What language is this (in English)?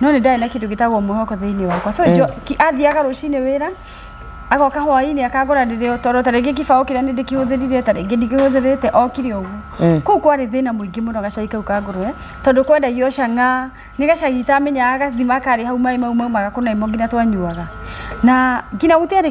Kikuyu